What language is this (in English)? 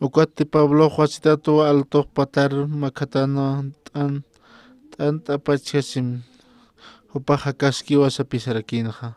Aymara